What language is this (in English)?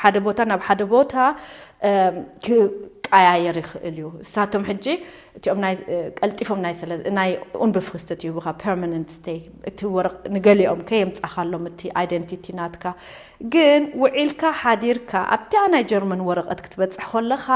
Tigrinya